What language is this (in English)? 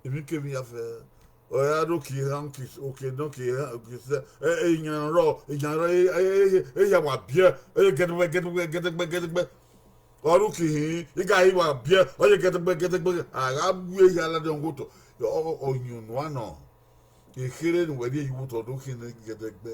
Bini